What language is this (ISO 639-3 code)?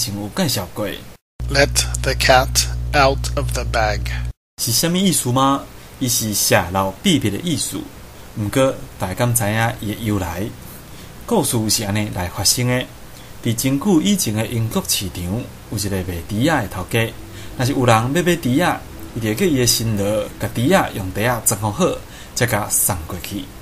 nan